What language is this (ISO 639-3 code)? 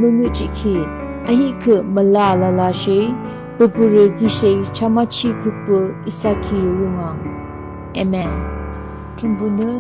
yim